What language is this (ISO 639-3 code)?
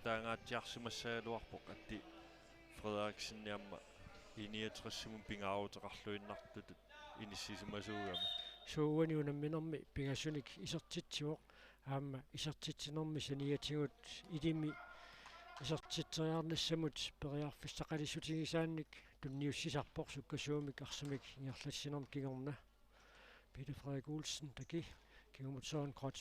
kal